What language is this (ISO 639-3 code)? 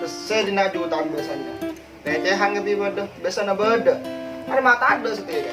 mad